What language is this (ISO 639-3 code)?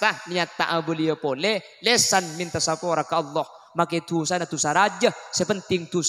mad